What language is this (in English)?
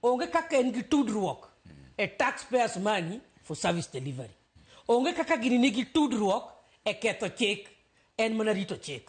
Luo (Kenya and Tanzania)